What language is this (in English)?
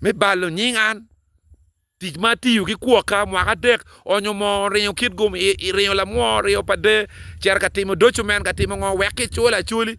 Acoli